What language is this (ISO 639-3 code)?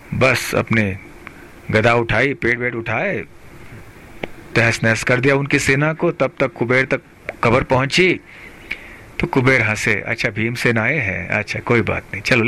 hin